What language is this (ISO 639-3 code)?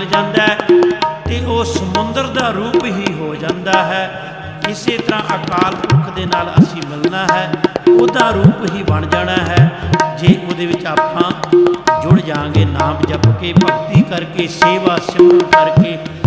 pan